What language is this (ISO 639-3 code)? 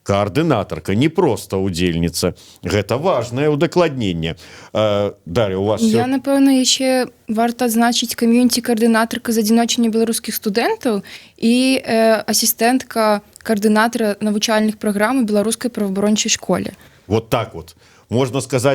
bel